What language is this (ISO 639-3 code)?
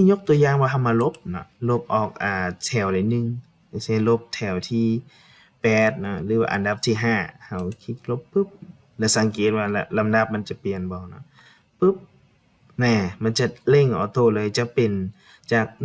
lao